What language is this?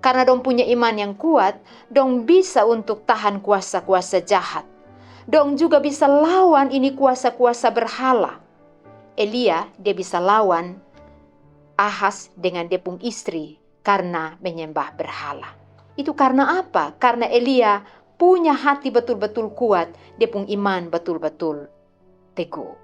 Kupang Malay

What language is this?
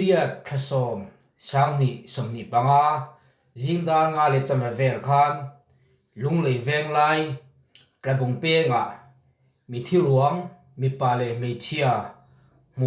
Mizo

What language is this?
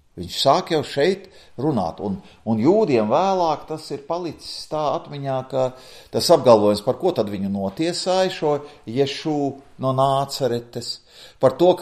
Latvian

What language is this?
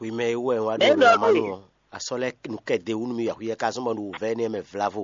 Fon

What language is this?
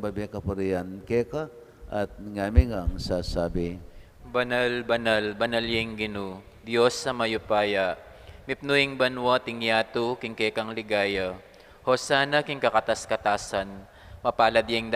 Pampanga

